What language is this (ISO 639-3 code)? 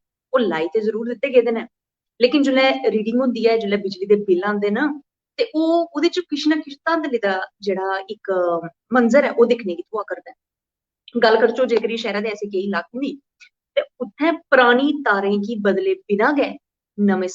doi